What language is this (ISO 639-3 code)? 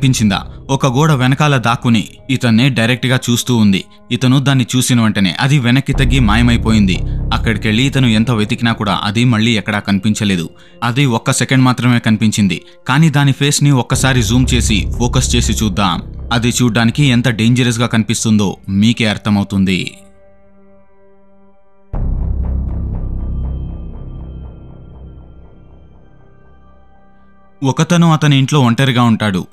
tel